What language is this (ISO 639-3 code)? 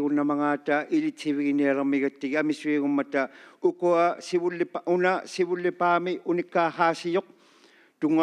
iku